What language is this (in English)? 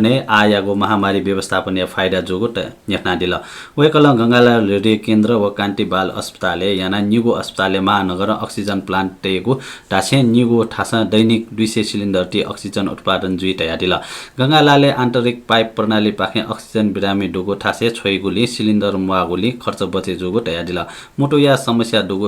Newari